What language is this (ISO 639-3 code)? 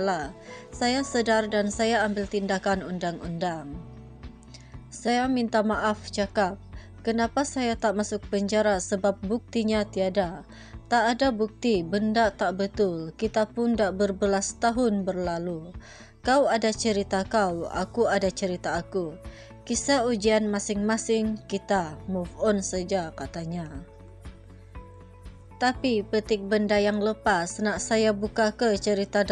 msa